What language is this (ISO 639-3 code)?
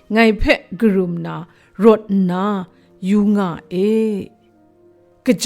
kac